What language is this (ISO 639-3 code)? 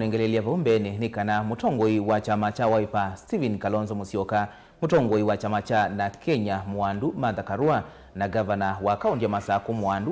kam